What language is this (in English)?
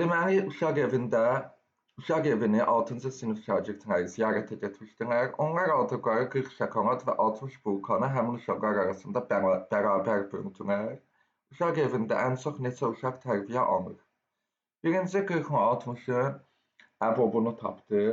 Azerbaijani